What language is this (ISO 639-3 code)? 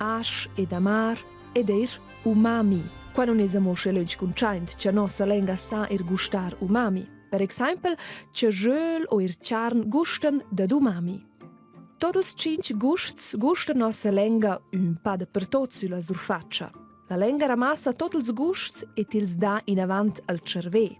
roh